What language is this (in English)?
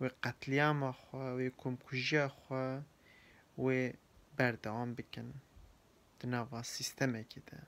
Kurdish